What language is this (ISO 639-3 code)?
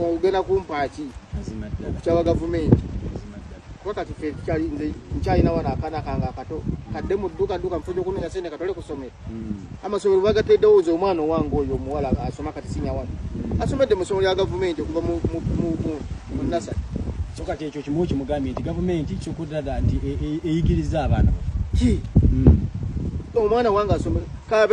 lug